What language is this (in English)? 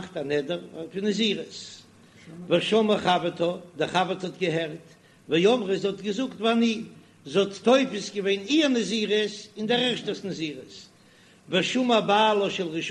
Yiddish